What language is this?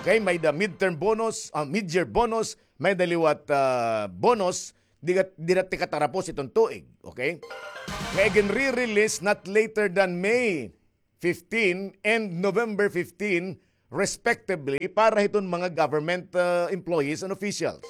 Waray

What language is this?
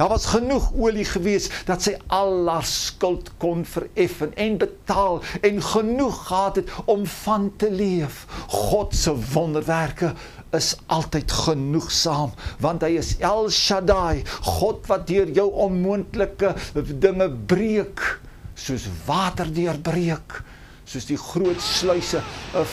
Afrikaans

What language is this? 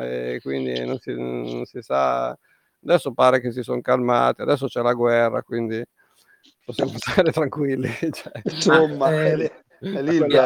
Italian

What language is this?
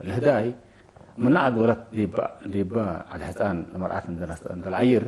Tigre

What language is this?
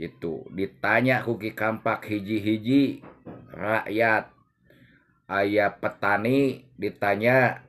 Sundanese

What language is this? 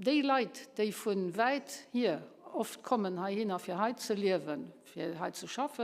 Luxembourgish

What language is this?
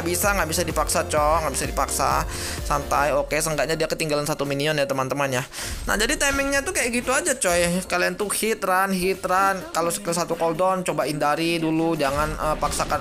Indonesian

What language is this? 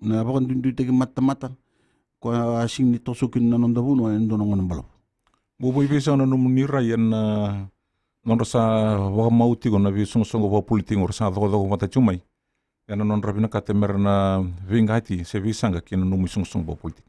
Fijian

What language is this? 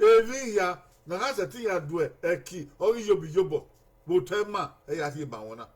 Bini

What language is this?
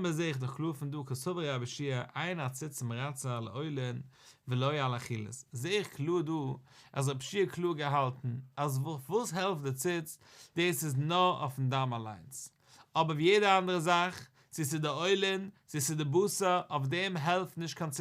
Yiddish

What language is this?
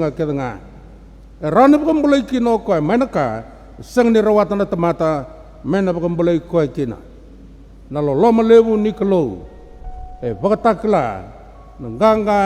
Fijian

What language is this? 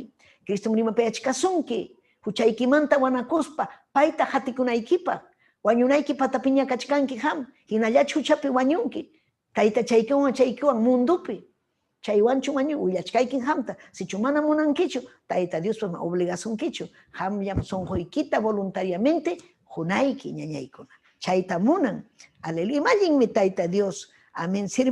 Ayacucho Quechua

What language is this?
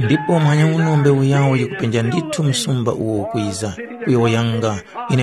Tumbuka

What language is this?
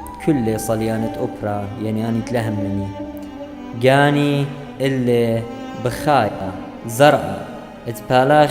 Assyrian Neo-Aramaic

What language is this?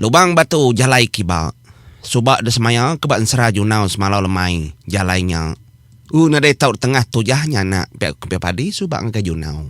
Iban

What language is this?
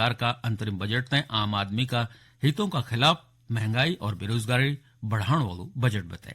Garhwali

